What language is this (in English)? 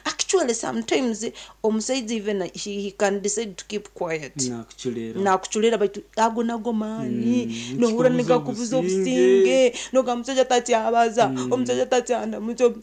Nyankole